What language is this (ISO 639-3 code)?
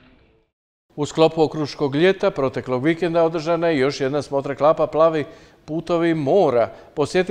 hrv